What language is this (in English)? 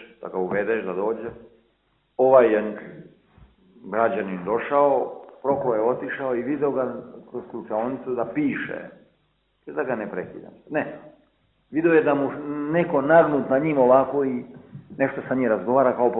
Serbian